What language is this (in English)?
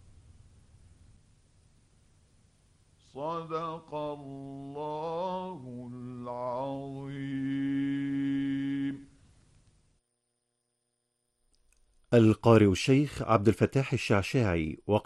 Arabic